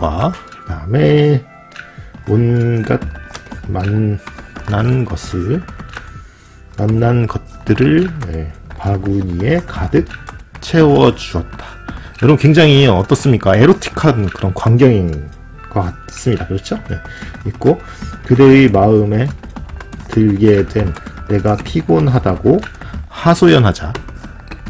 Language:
Korean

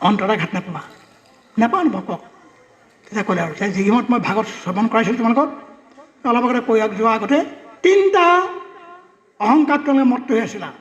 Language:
Assamese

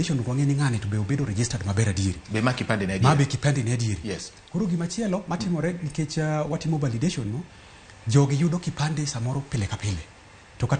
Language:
Luo (Kenya and Tanzania)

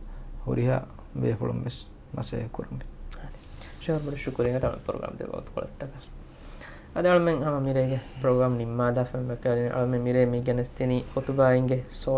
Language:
Divehi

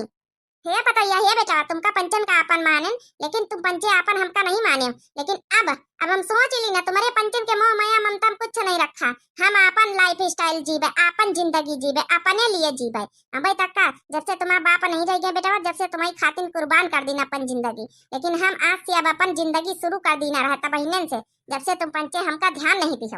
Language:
Awadhi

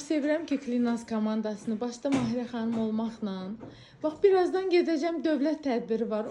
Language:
Azerbaijani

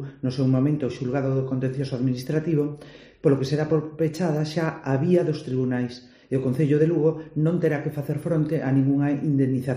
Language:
Galician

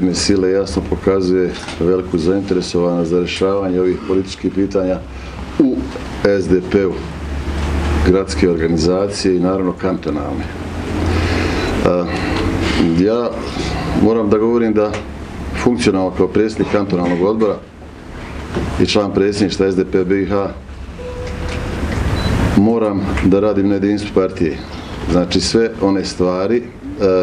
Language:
Bosnian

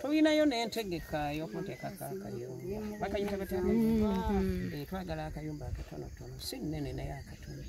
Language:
Ganda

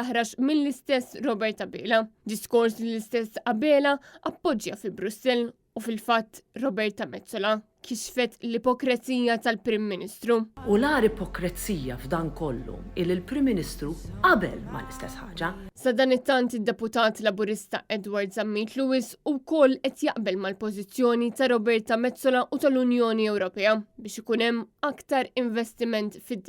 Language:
Maltese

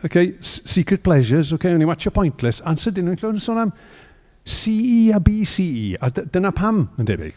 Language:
Welsh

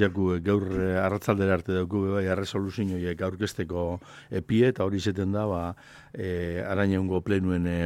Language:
Basque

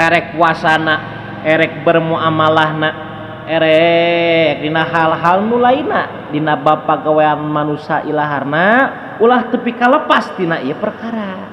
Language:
Sundanese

